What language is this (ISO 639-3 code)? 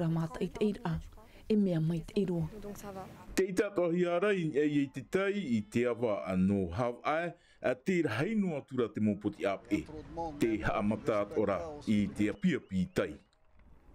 tah